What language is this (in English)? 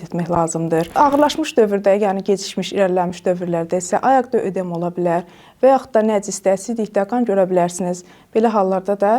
Azerbaijani